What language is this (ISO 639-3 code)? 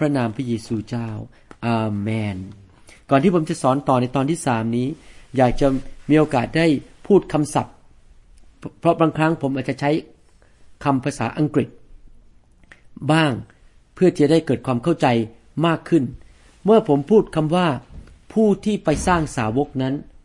tha